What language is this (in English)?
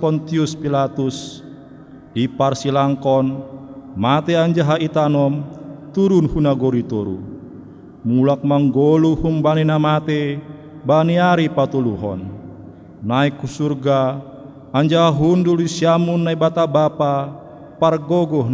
Batak Simalungun